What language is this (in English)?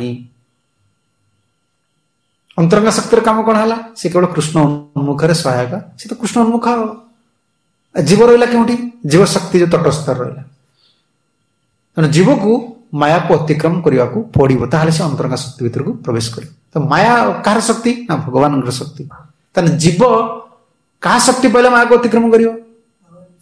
Odia